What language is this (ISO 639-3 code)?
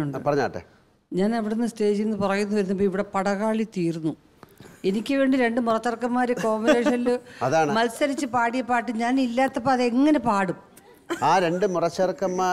mal